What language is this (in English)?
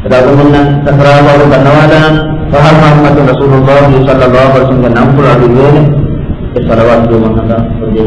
Divehi